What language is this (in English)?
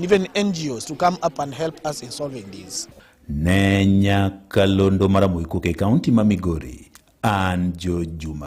Luo (Kenya and Tanzania)